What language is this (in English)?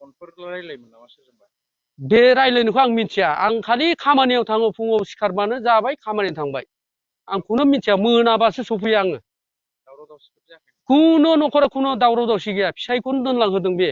Bodo